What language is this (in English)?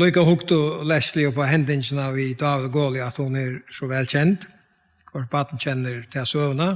Faroese